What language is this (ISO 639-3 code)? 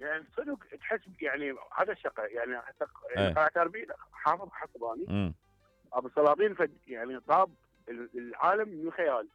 acm